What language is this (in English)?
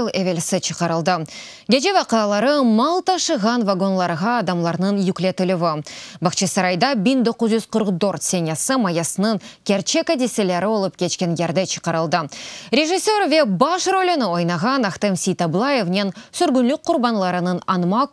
Crimean Tatar